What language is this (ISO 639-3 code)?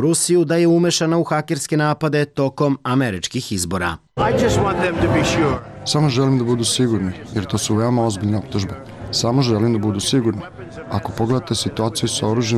srp